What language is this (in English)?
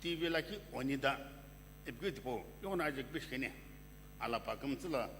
Sumi Naga